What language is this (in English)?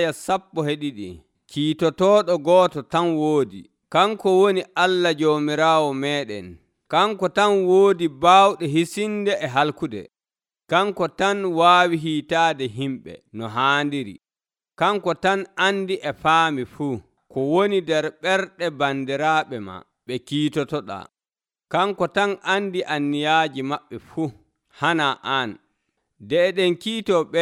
Nigerian Fulfulde